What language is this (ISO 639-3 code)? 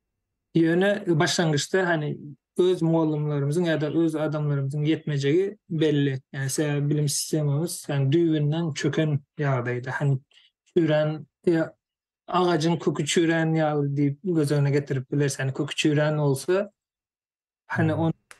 tuk